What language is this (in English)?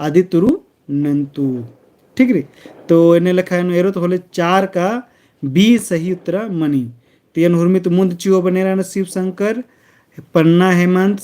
Kurukh